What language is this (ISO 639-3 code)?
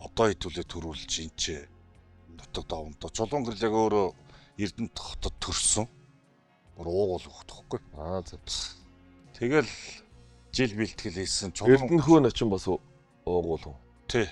mon